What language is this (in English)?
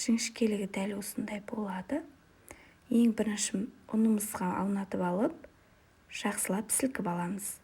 Kazakh